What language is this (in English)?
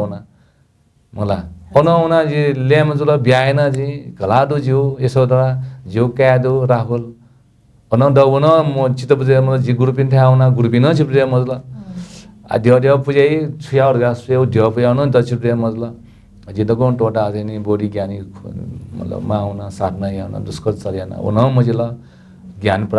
Newari